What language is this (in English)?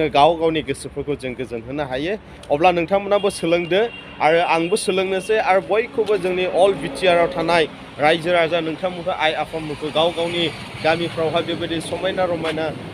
Bodo